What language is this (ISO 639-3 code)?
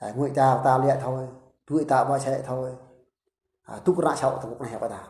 bru